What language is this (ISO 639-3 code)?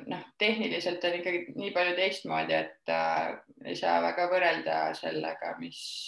est